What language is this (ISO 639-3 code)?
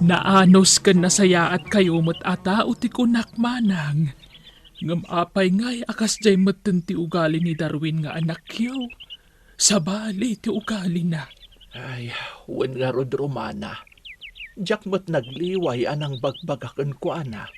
ilo